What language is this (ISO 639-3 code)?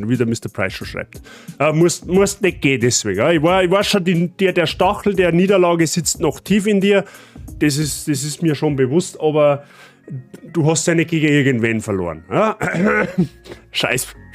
bar